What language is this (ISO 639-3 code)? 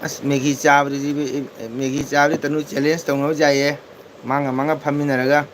mni